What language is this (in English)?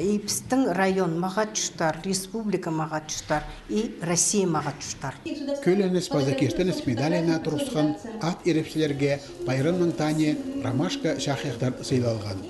Khakas